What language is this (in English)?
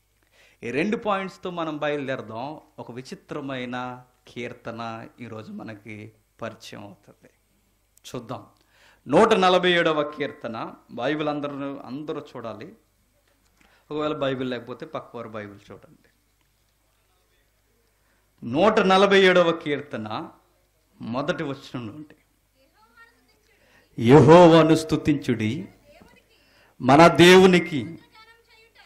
Telugu